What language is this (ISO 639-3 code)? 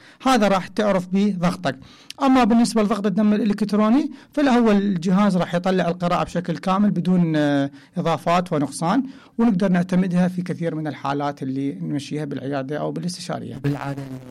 acm